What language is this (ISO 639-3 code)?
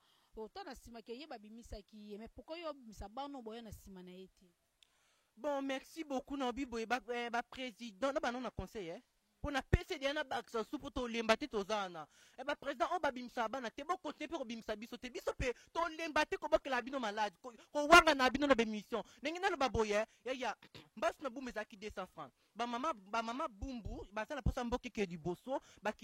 lin